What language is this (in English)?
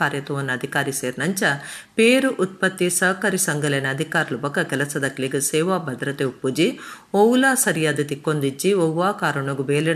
Tulu